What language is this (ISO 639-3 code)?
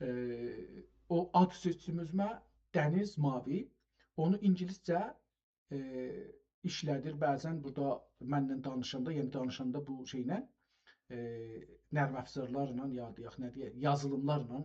azb